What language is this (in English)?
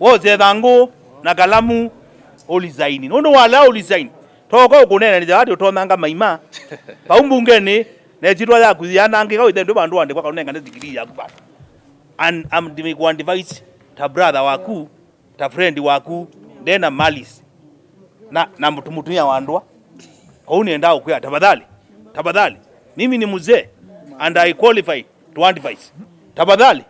Kamba